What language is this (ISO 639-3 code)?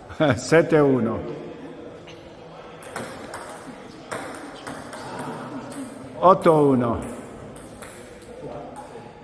ita